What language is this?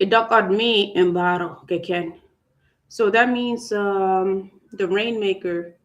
Acoli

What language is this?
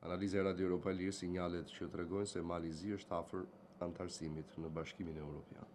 Albanian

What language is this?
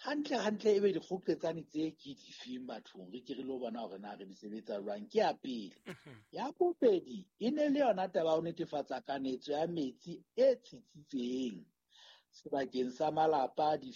Southern Sotho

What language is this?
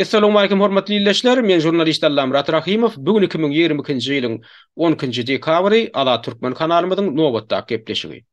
Turkmen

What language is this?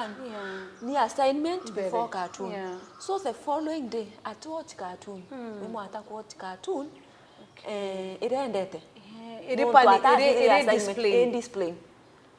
Meru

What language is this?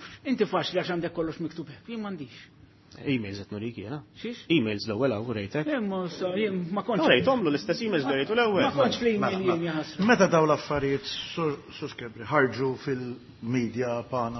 Maltese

